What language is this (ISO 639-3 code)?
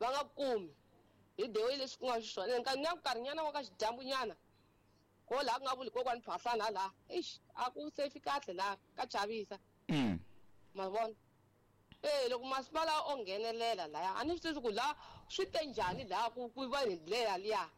tso